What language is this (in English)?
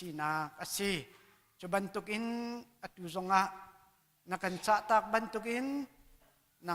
Hakha Chin